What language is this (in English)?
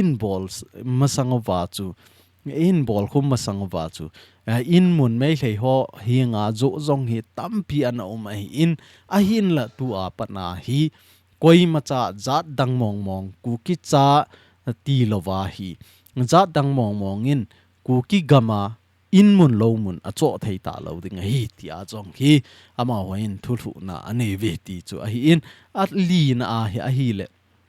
Thado Chin